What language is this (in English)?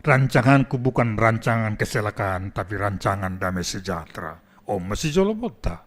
Batak Simalungun